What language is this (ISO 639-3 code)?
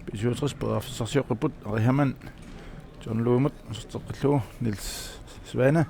kal